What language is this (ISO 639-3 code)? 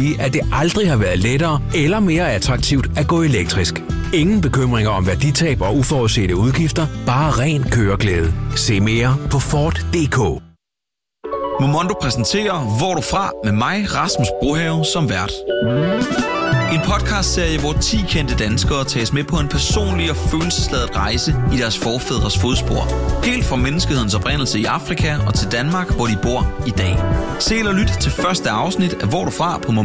dan